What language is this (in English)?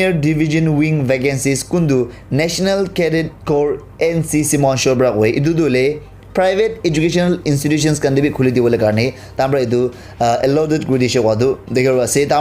Naga Pidgin